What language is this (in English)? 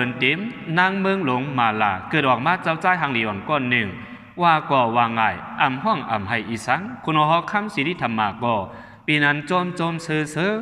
Shan